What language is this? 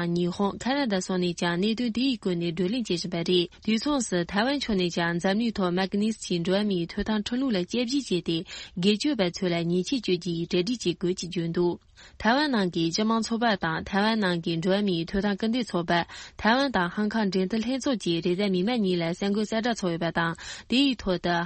Tibetan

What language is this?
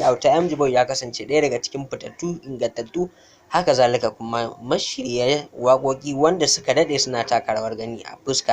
Hausa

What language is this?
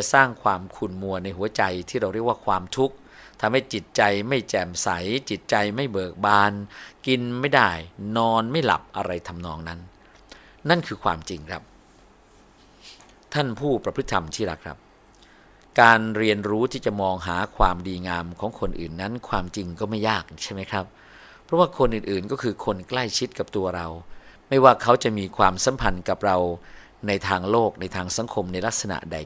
Thai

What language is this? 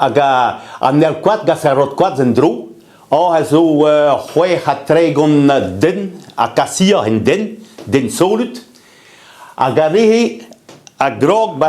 Breton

